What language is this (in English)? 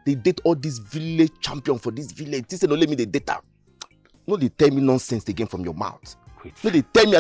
Nigerian Pidgin